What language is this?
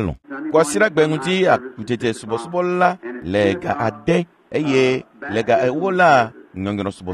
Ewe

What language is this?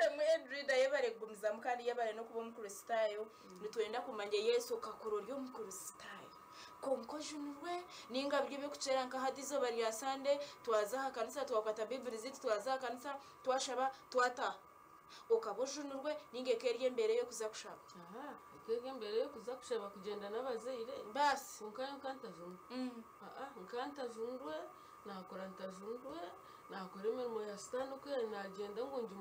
Nyankole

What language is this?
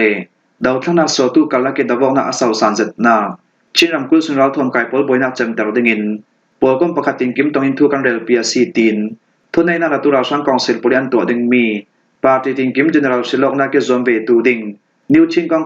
Hakha Chin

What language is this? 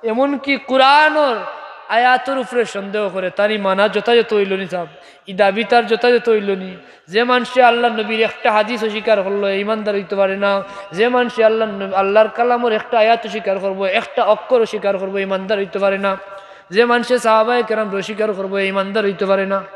Sylheti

